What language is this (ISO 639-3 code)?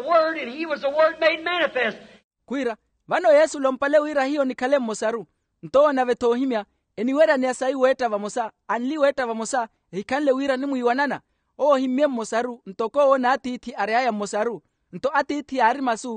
vmw